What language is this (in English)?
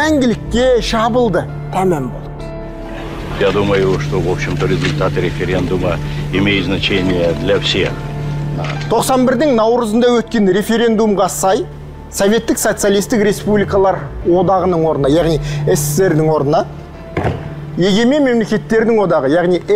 Kazakh